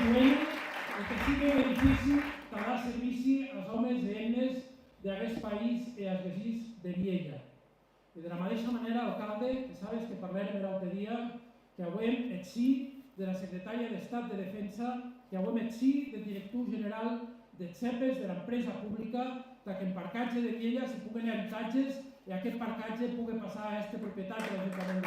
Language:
Occitan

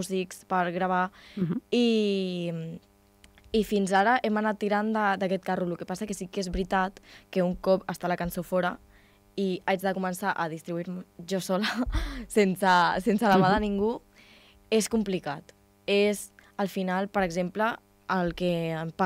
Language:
Catalan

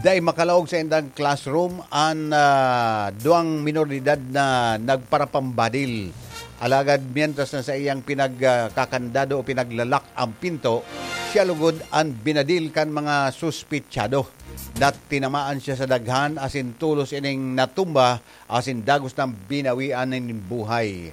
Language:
Bikol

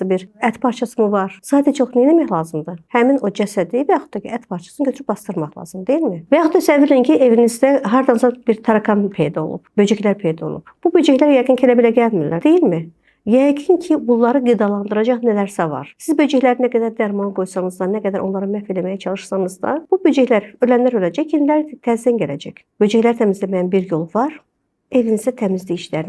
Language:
Azerbaijani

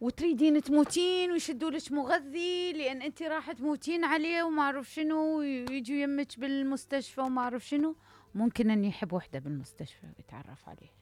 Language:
Mesopotamian Arabic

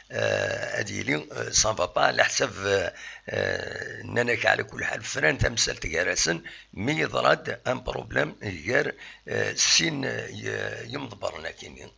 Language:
Kabyle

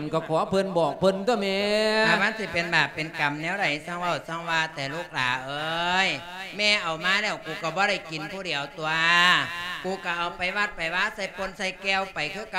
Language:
Lao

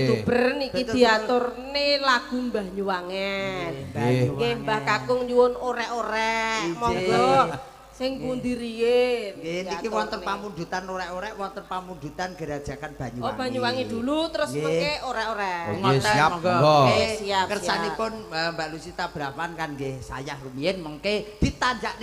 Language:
Javanese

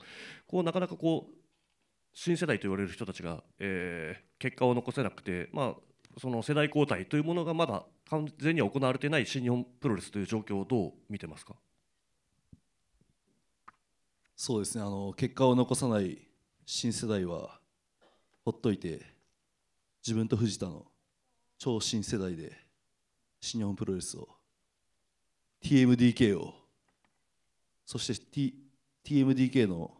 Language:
Japanese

